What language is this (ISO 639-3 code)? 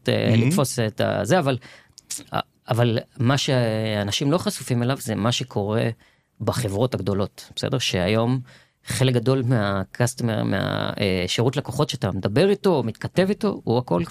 heb